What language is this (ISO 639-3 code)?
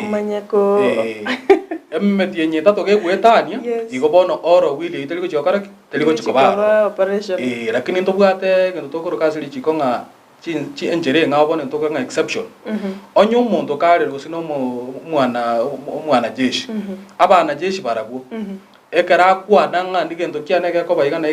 guz